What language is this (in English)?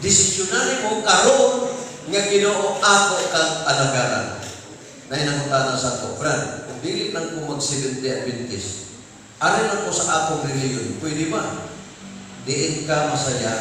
Cebuano